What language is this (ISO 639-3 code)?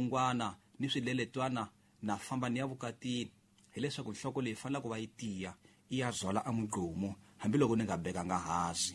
tso